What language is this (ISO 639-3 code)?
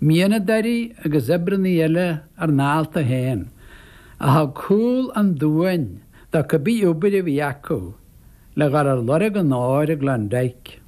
gle